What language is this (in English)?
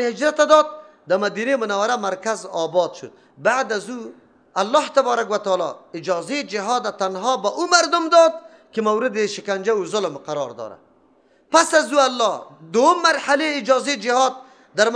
Persian